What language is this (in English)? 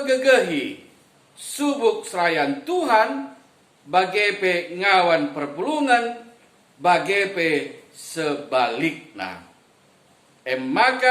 Batak Karo